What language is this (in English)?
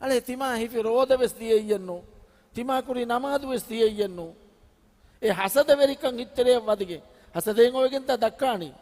Divehi